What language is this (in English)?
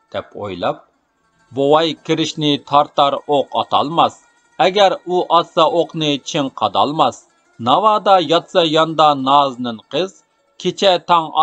Uyghur